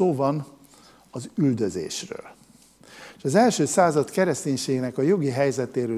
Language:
Hungarian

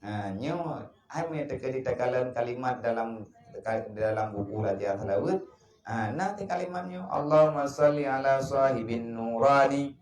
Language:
Achinese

